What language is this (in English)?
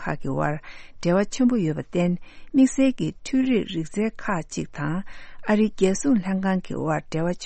Tibetan